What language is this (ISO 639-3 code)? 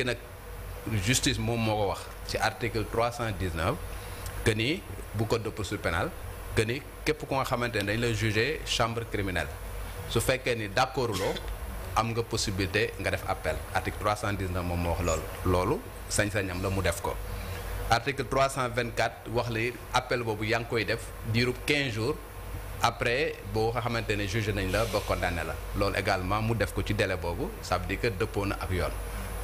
wol